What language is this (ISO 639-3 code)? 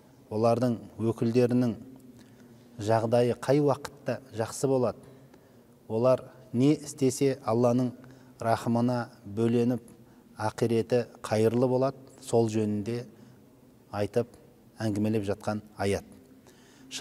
kaz